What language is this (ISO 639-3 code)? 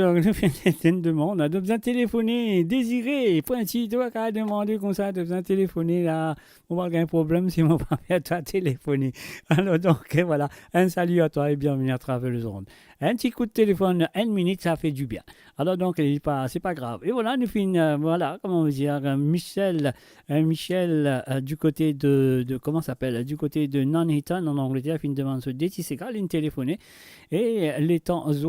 mfe